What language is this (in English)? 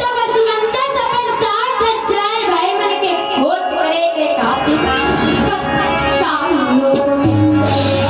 Chhattisgarhi